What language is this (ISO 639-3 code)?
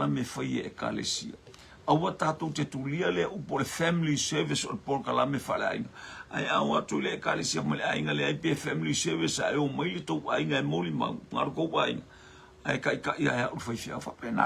smo